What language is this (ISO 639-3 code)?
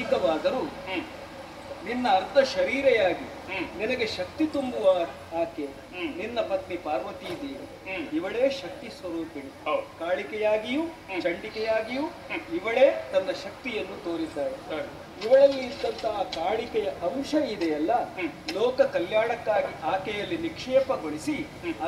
kan